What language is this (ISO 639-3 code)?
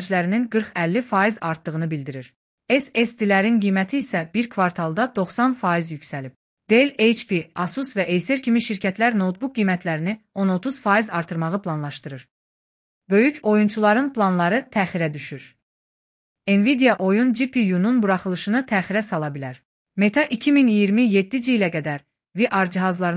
aze